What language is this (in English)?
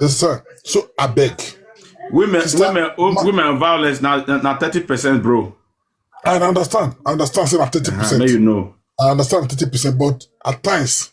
Nigerian Pidgin